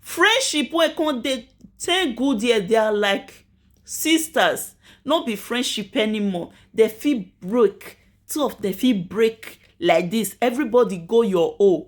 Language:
Nigerian Pidgin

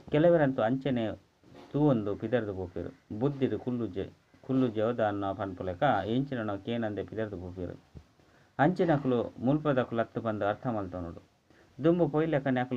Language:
Tulu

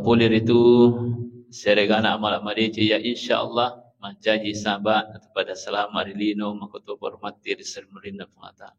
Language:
Buginese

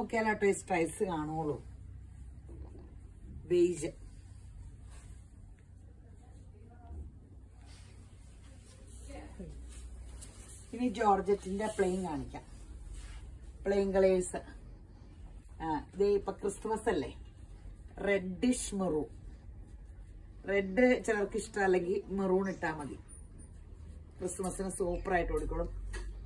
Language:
Malayalam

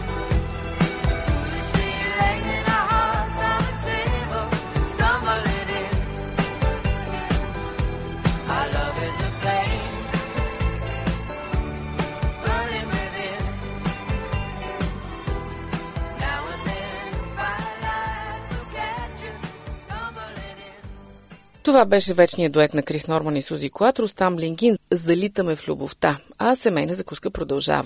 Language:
Bulgarian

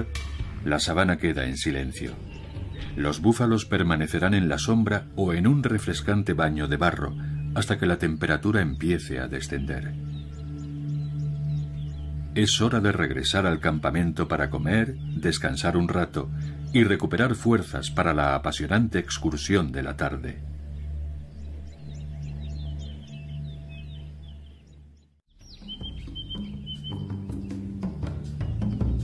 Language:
Spanish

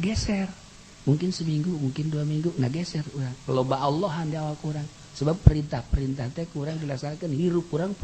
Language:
Sundanese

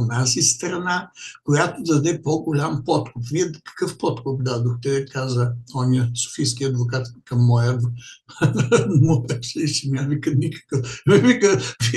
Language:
Bulgarian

